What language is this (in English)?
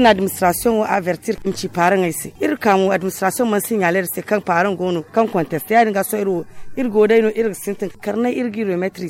Zarma